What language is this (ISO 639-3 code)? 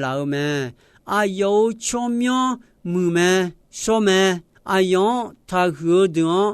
ahk